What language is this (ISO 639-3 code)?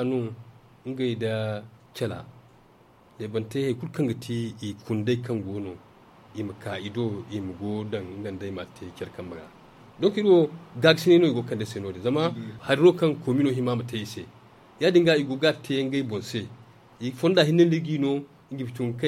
dje